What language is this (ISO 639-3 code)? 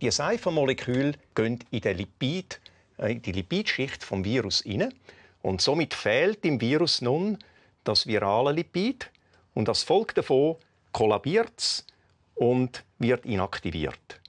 gsw